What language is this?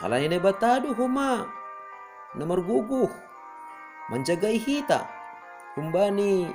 Batak Simalungun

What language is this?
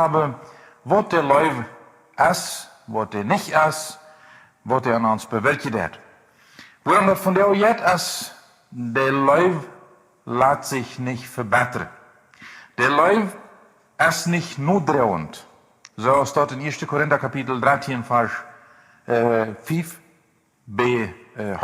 Plautdietsch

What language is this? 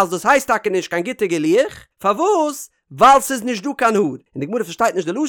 Yiddish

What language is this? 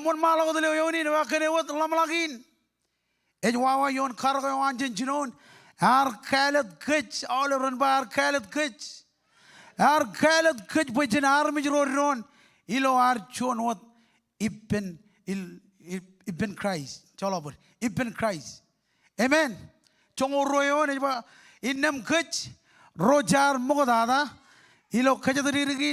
Marshallese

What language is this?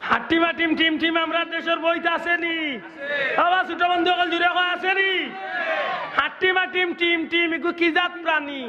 Sylheti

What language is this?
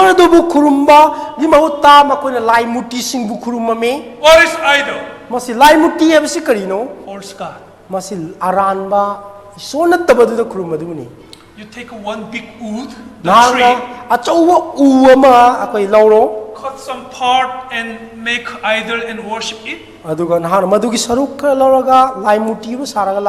Manipuri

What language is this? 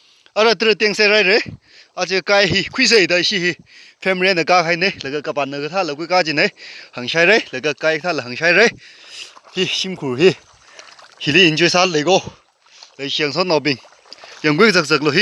Tangkhul Naga (India)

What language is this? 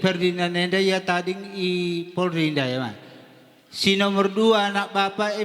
Batak Karo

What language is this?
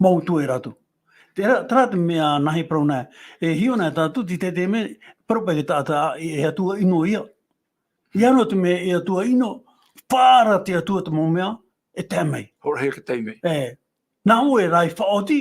Tahitian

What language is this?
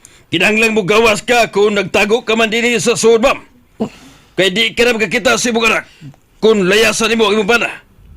Cebuano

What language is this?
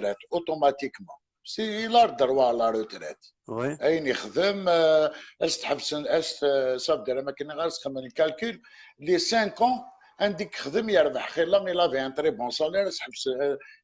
Kabyle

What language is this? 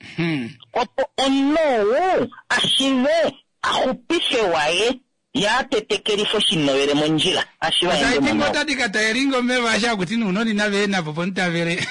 Kuanyama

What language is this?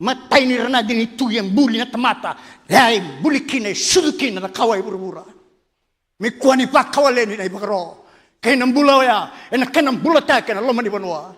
Fijian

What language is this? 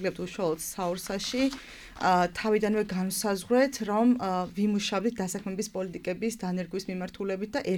Georgian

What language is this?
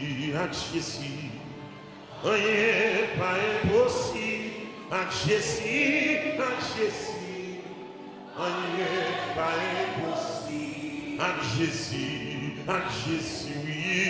French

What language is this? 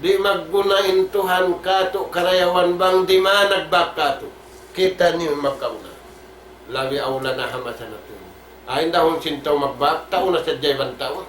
Tausug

